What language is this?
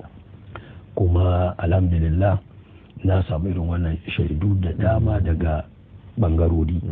Hausa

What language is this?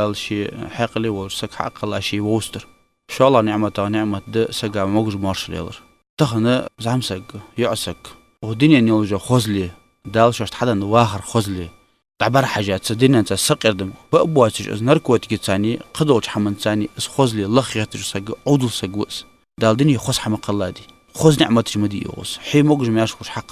Ingush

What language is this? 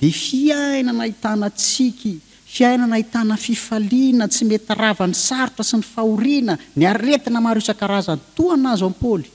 Malagasy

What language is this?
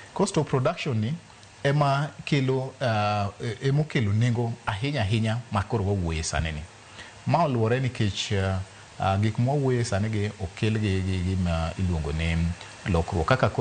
Luo (Kenya and Tanzania)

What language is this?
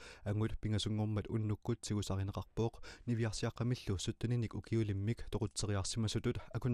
Kalaallisut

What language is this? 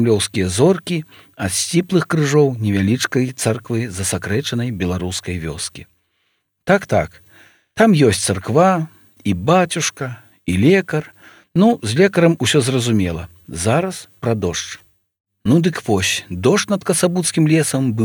Belarusian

